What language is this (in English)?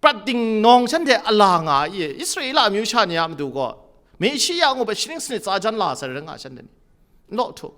Kachin